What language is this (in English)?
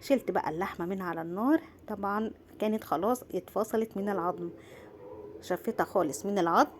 Egyptian Arabic